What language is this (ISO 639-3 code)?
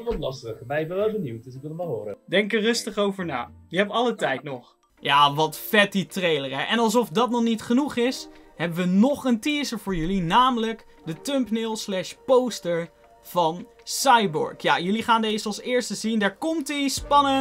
nld